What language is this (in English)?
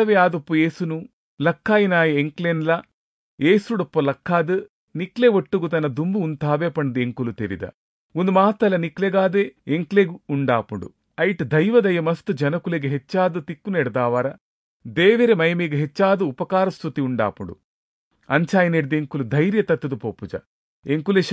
Tulu